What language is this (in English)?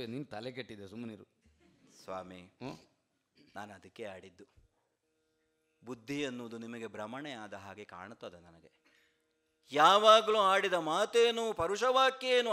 Kannada